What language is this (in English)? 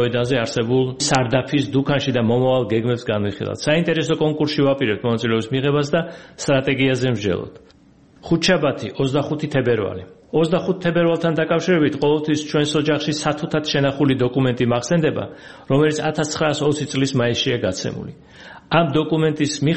Georgian